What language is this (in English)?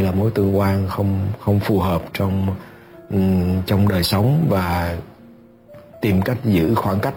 Vietnamese